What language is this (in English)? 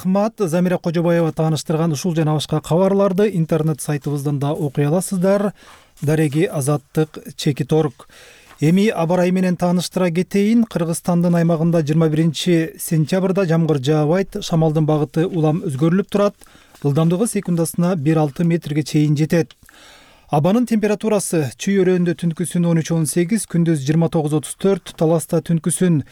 Kyrgyz